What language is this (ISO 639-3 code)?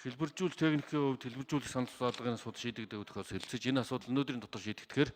mon